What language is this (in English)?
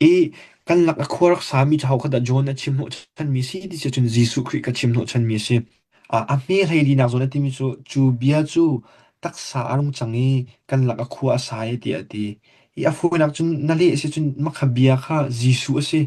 Hakha Chin